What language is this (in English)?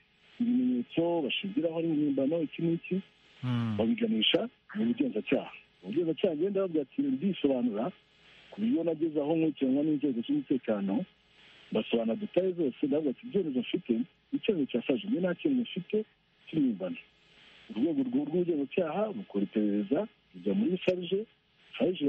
Kinyarwanda